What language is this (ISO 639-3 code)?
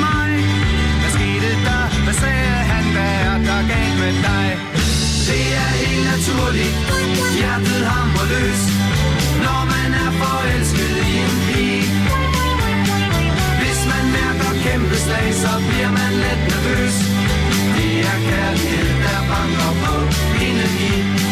dan